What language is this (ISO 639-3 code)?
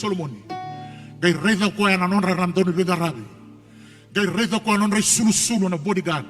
fij